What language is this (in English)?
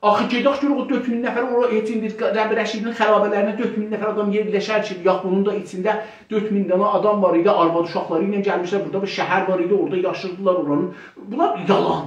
South Azerbaijani